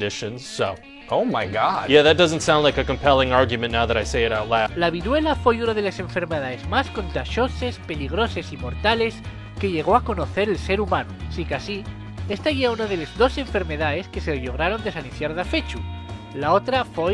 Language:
Asturian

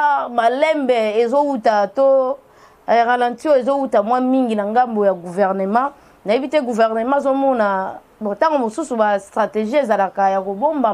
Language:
Lingala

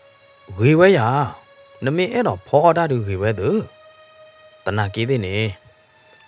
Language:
S'gaw Karen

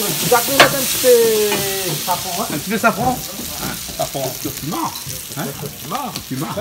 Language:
Réunion Creole French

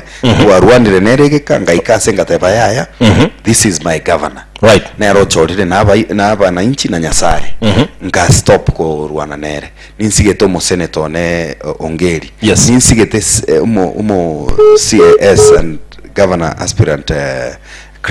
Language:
Gusii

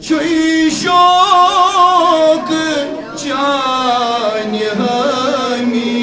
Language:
Kashmiri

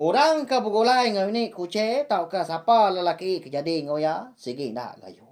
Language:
Iban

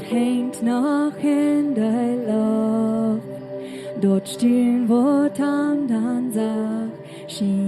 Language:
Plautdietsch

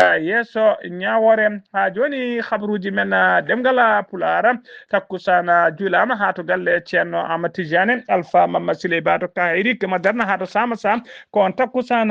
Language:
Fula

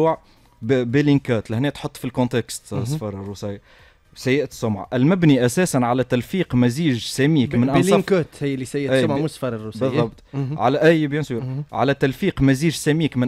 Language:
Tunisian Arabic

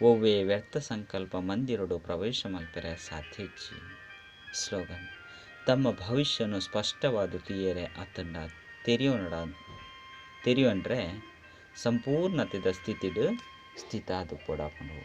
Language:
Tulu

